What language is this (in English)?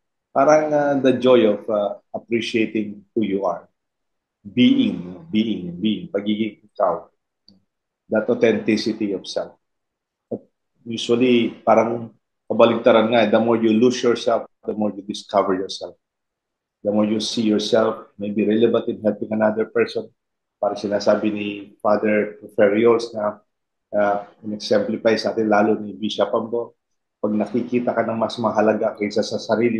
Filipino